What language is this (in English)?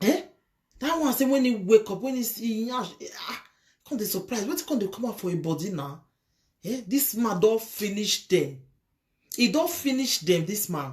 Nigerian Pidgin